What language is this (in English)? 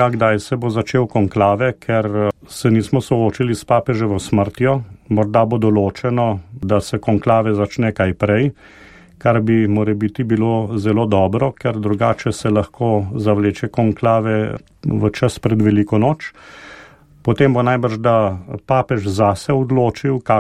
Slovenian